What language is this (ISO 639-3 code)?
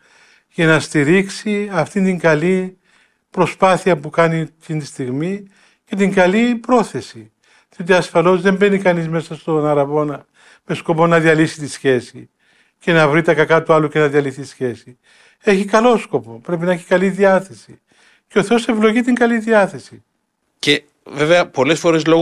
ell